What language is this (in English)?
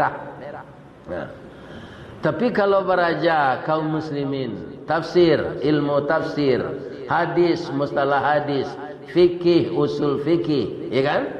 Minangkabau